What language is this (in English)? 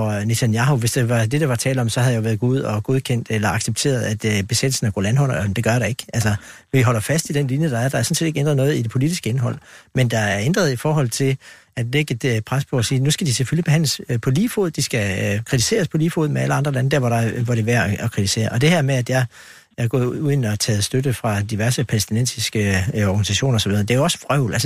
Danish